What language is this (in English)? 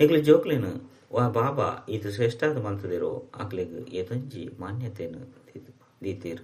Tulu